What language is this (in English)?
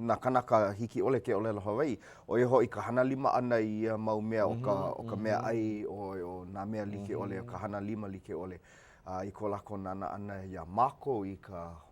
Hawaiian